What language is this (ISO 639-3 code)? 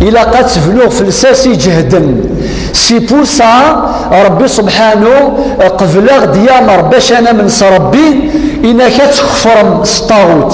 kab